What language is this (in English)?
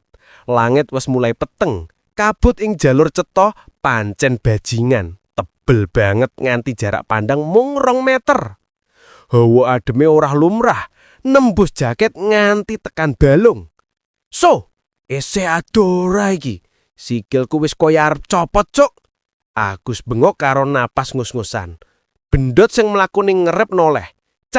Javanese